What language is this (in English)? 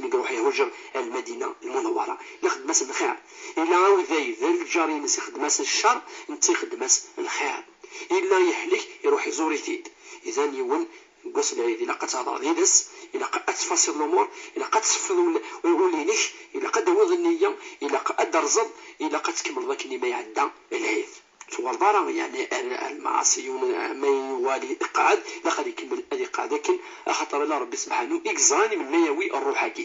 Kabyle